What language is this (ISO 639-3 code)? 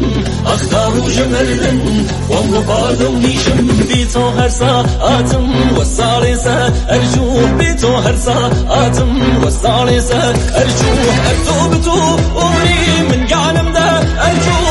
fas